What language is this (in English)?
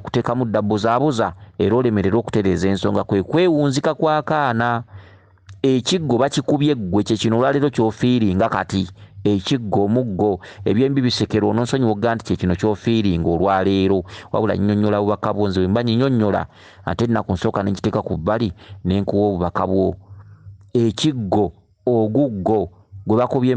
Ganda